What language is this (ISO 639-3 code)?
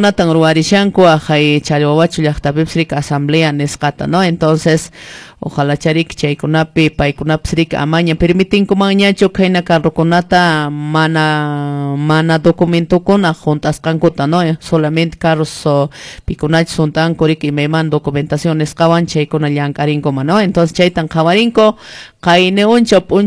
que